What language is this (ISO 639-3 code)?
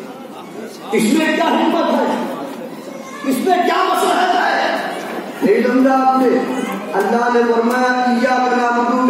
urd